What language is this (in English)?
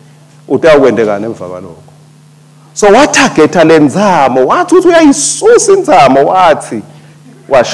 Swati